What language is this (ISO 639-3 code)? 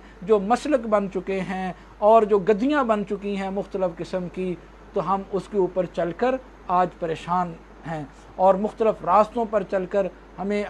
urd